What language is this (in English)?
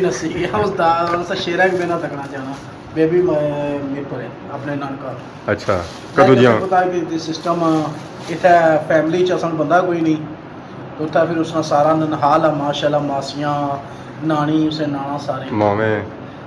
Pahari-Potwari